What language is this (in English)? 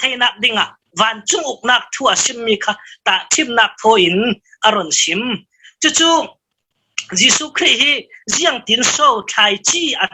Falam Chin